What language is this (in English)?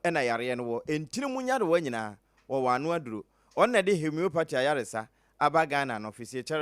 Akan